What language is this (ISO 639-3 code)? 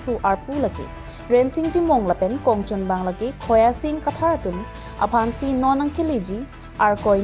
mjw